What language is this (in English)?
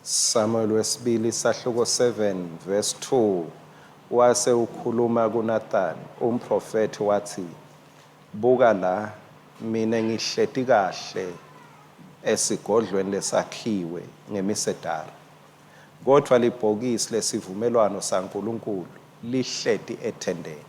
Swati